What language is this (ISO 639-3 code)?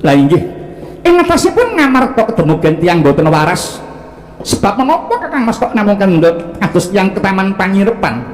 jav